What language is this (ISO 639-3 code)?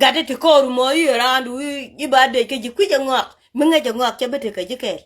nus